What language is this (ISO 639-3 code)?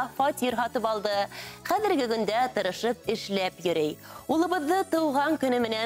bak